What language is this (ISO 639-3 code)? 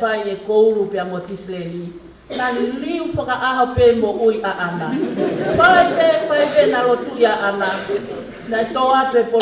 ton